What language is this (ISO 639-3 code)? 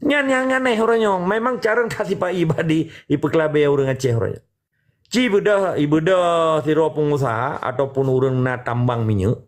ace